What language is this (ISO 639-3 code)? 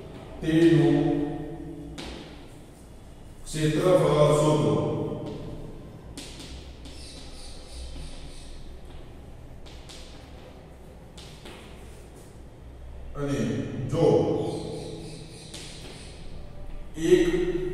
guj